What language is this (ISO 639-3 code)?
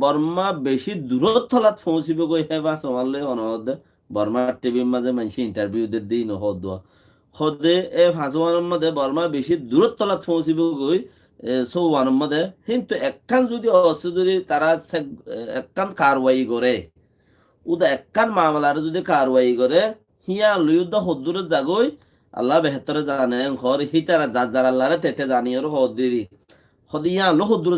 rhg